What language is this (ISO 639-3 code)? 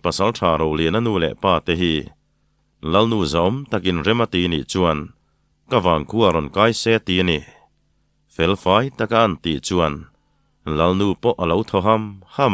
lus